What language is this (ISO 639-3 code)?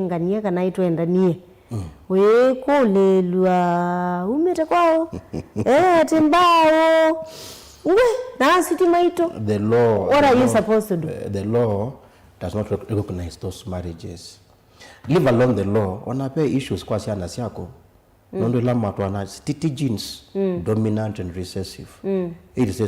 kam